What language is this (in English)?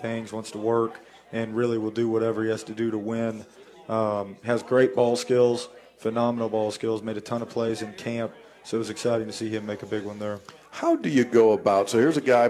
English